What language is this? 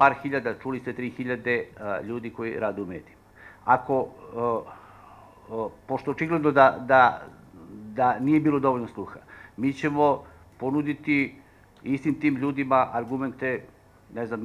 Serbian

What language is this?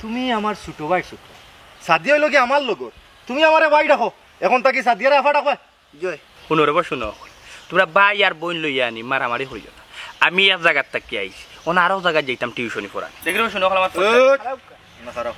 Sylheti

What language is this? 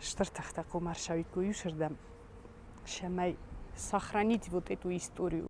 Ossetic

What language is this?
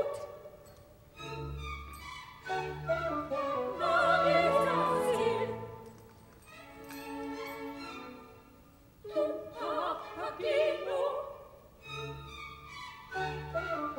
German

